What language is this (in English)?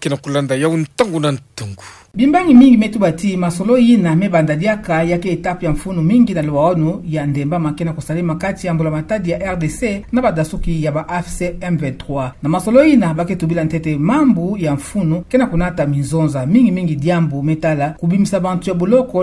Kituba (Democratic Republic of Congo)